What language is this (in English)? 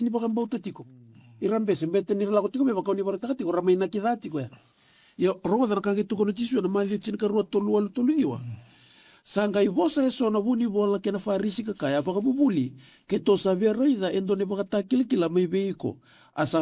Fijian